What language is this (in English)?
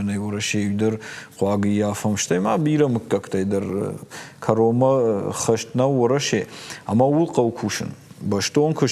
Ossetic